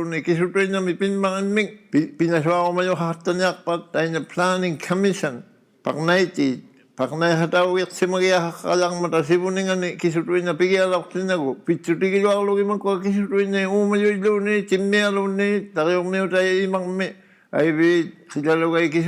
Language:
Inuktitut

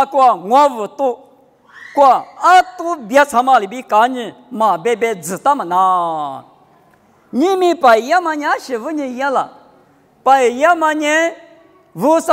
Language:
Lisu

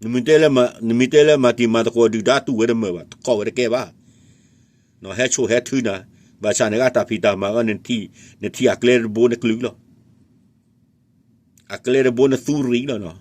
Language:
S'gaw Karen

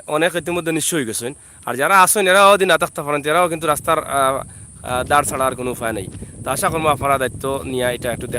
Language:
Sylheti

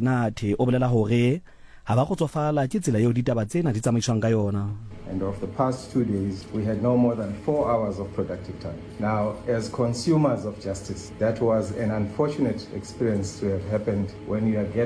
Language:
Southern Sotho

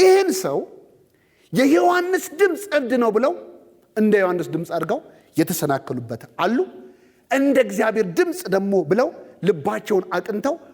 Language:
Amharic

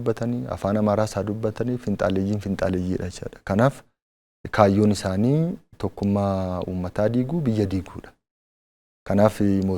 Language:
Oromo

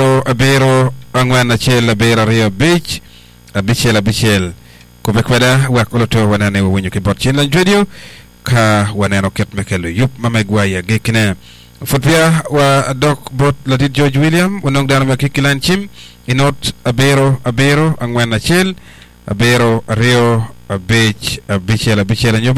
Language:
Acoli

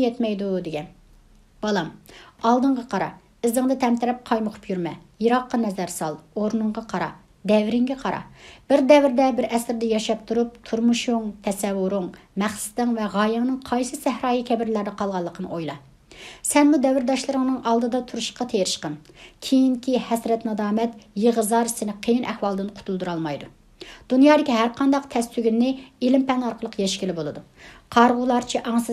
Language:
Uyghur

